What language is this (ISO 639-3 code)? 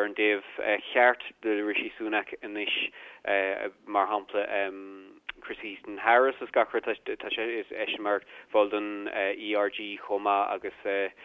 gle